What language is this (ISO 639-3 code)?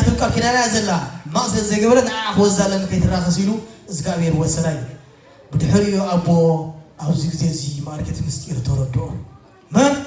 tir